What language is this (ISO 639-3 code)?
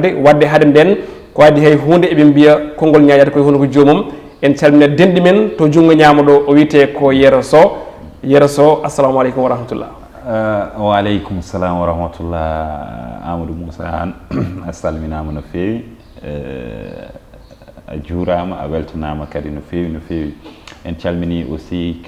ful